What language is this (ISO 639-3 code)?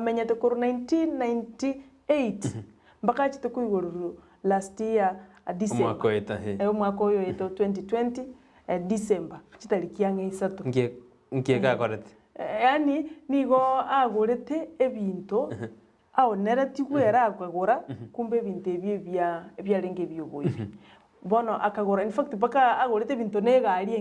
guz